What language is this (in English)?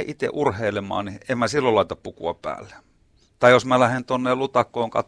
Finnish